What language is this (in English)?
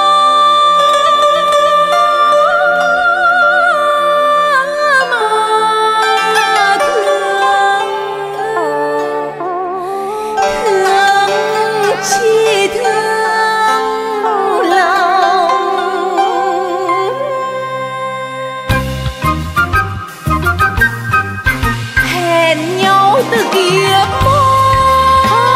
Vietnamese